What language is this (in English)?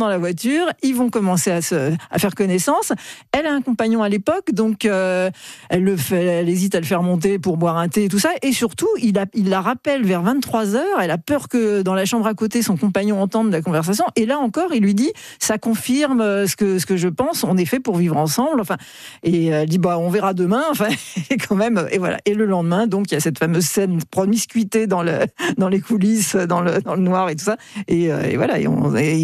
French